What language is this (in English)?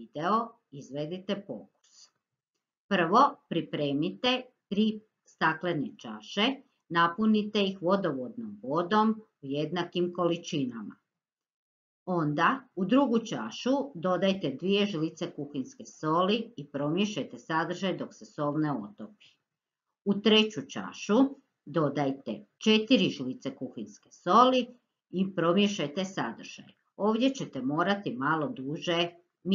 Croatian